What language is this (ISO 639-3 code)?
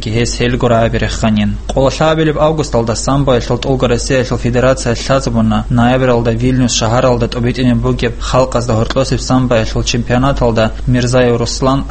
ava